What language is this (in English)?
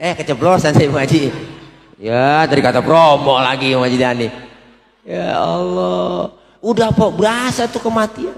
Betawi